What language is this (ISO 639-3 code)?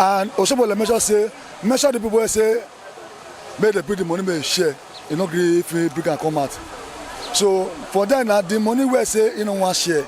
pcm